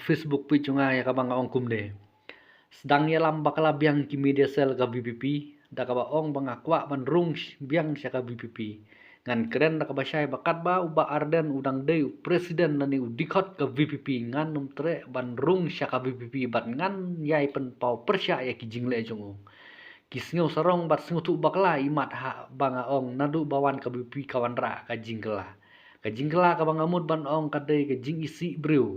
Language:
Khasi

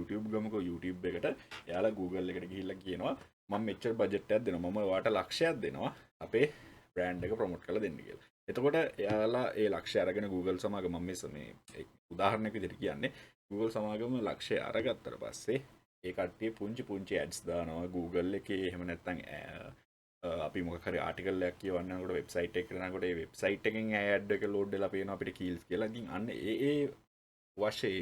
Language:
Sinhala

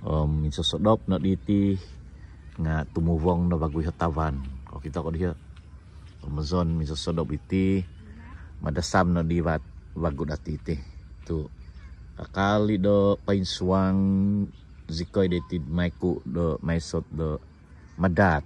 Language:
Central Dusun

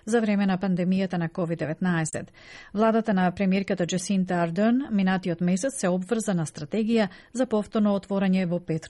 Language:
Macedonian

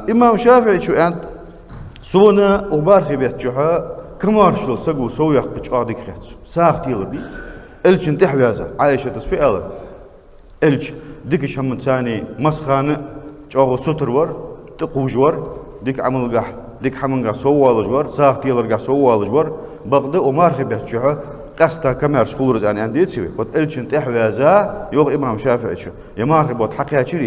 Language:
Ingush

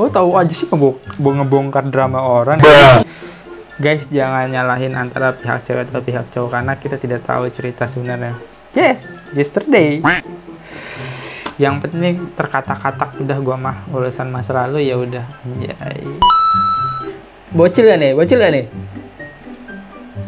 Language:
Indonesian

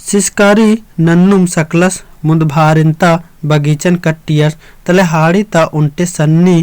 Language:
Kurukh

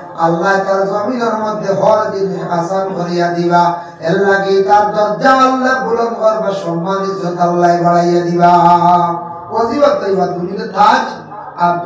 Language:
Sylheti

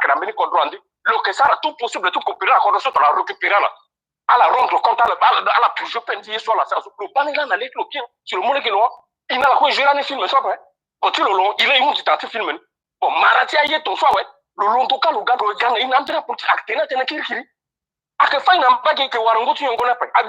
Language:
Sango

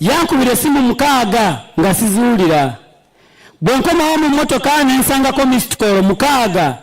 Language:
Ganda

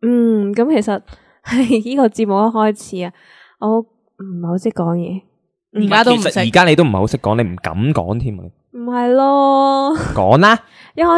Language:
Cantonese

